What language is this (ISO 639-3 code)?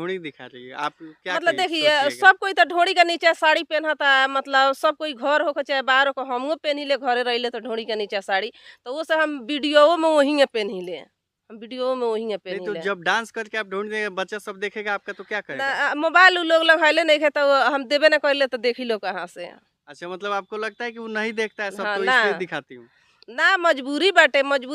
bho